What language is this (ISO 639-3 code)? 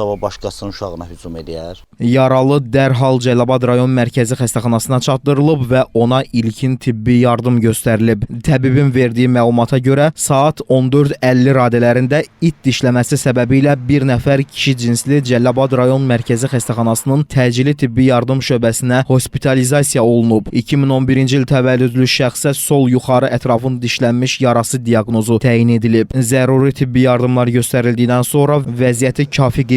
aze